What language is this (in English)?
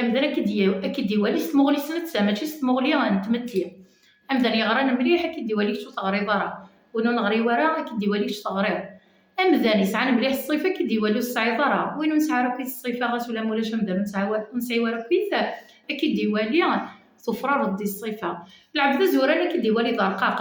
Kabyle